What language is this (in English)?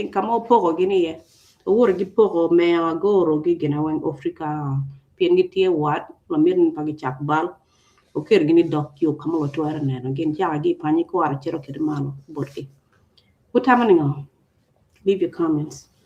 Acoli